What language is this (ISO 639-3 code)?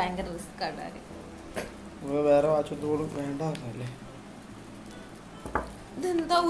mal